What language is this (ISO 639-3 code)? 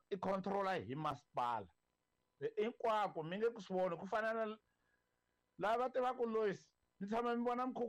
tso